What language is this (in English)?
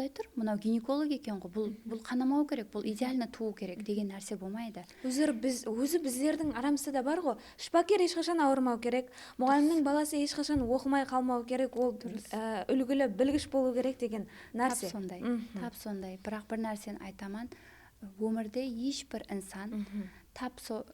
Kara-Kalpak